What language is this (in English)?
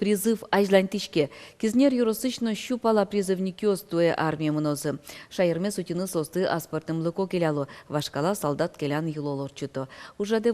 Udmurt